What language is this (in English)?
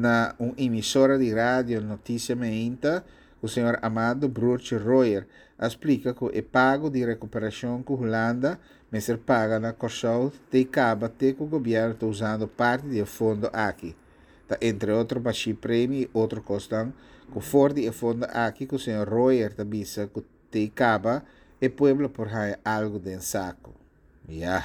Papiamento